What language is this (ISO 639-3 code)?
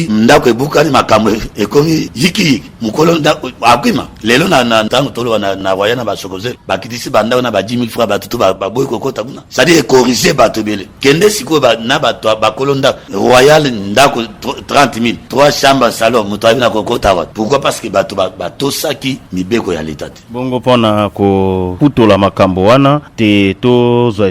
lin